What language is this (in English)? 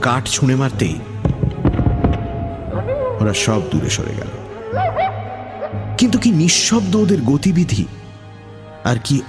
Bangla